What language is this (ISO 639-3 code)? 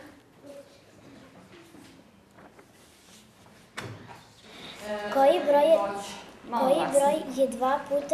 srp